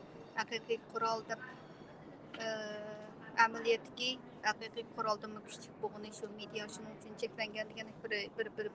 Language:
Uyghur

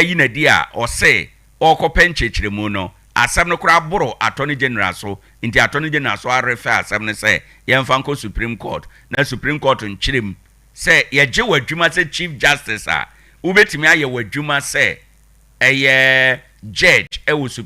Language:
Akan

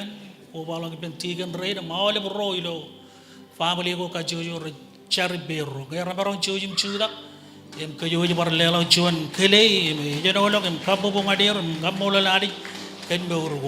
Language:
Marshallese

